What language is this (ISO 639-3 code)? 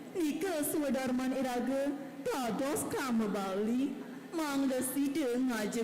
ban